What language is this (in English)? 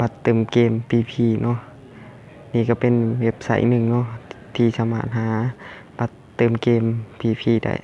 Lao